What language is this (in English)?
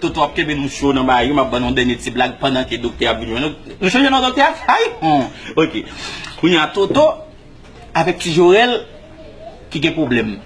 Haitian Creole